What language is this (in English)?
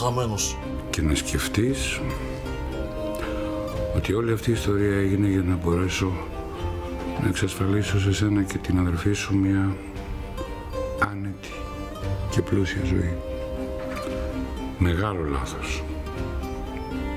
Greek